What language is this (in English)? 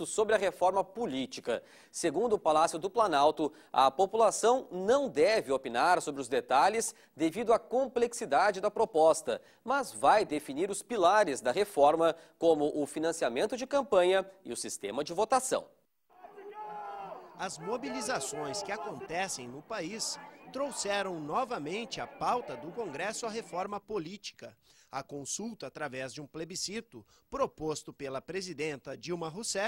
Portuguese